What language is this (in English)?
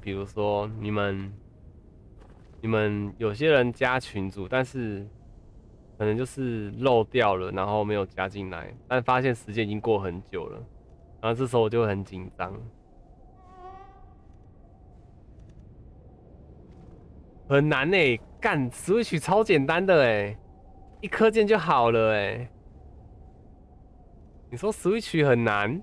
Chinese